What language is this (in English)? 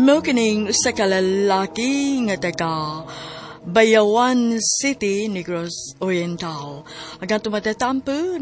Cebuano